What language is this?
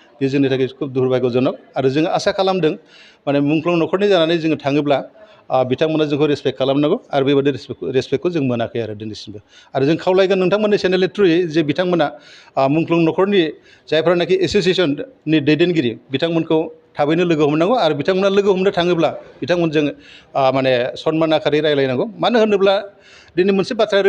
Bodo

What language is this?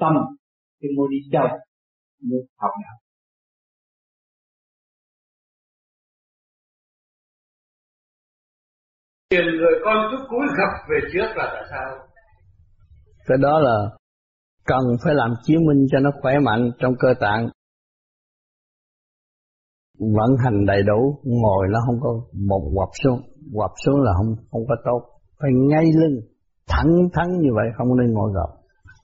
Vietnamese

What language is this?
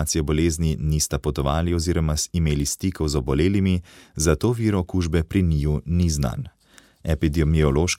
Slovenian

